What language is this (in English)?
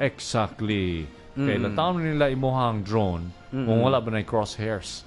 Cebuano